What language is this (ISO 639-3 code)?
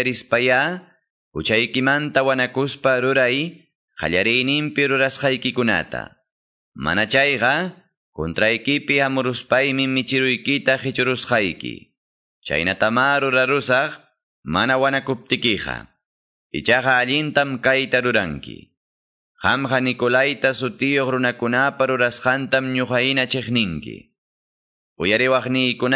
quy